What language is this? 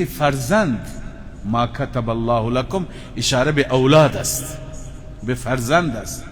Persian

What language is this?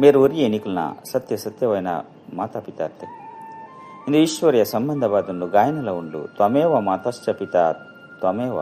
Tulu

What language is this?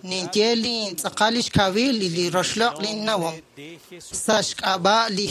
Kekchí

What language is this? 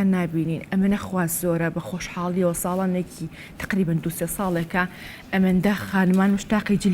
Central Kurdish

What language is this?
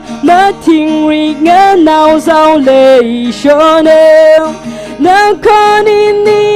Tangkhul Naga (India)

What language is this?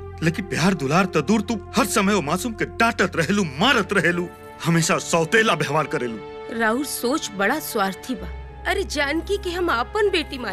Bhojpuri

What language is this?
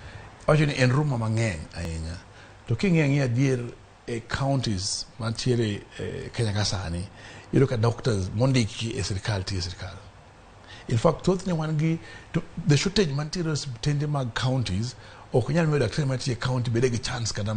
Luo (Kenya and Tanzania)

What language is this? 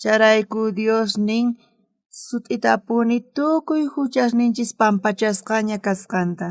South Bolivian Quechua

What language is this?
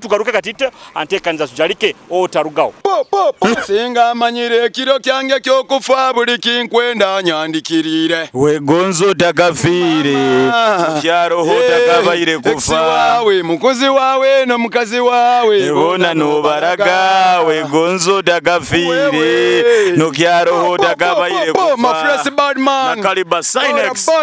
Nyoro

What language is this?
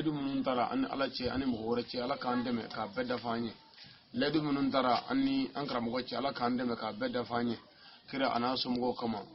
Bambara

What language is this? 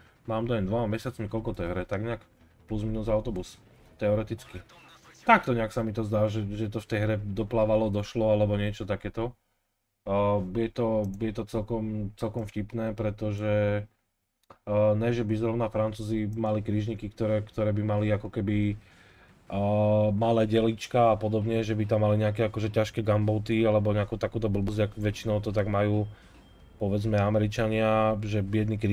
Slovak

